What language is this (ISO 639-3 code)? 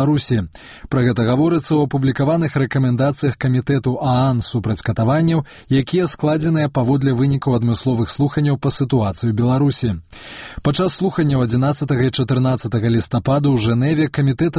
bel